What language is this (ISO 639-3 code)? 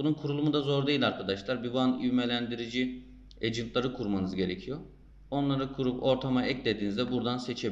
tur